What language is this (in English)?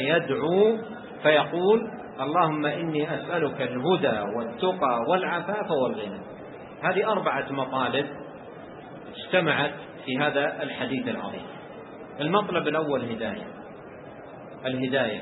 Arabic